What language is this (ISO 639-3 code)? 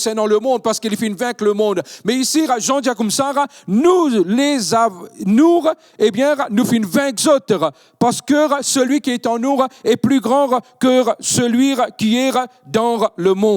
mfe